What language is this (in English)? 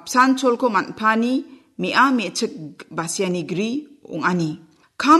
Garo